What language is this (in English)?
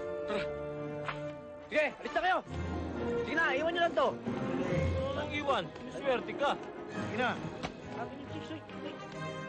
Filipino